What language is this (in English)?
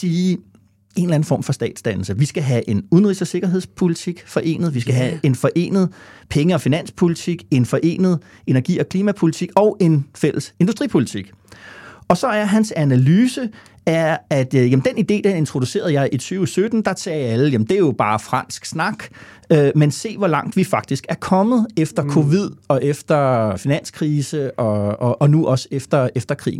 Danish